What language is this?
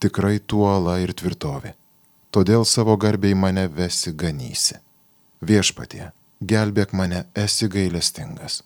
Lithuanian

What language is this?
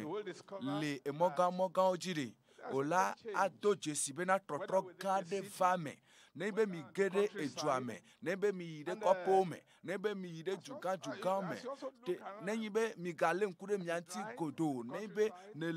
Ewe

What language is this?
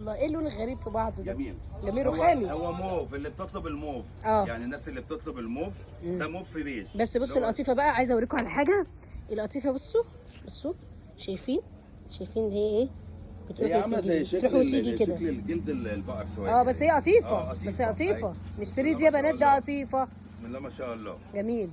Egyptian Arabic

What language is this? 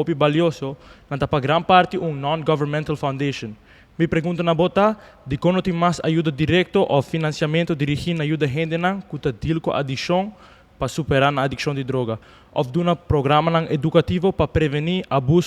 Papiamento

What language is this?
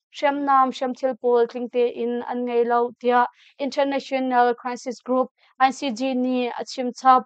Hakha Chin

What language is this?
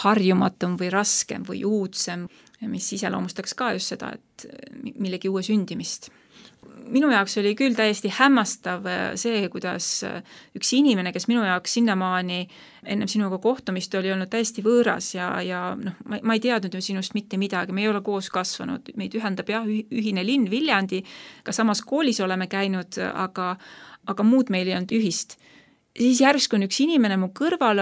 Estonian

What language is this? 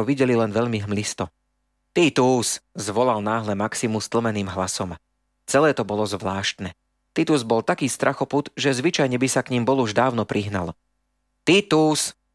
Slovak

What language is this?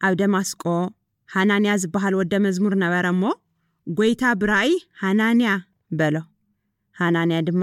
Tigrinya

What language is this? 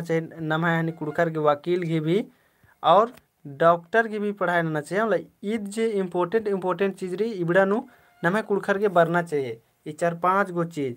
Kurukh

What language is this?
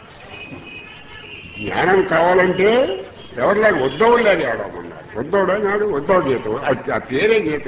Telugu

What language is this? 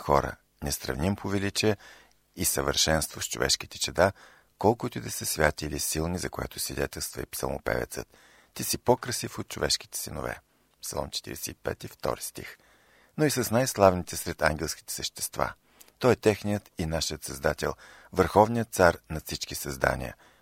Bulgarian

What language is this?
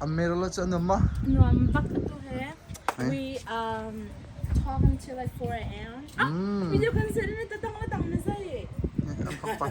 Hakha Chin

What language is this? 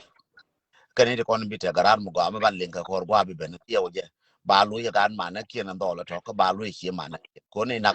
Nuer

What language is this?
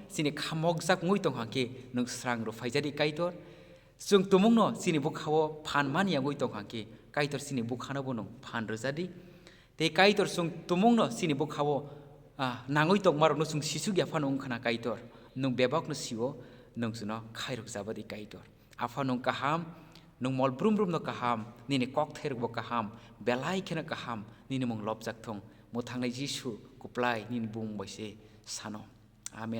Kok Borok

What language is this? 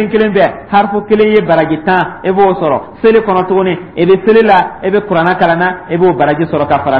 Dyula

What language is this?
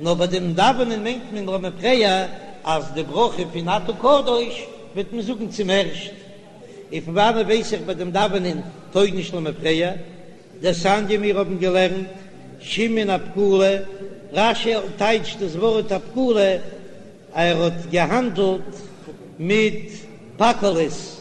Yiddish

